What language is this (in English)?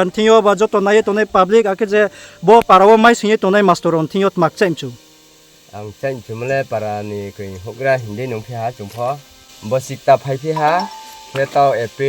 Riang (India)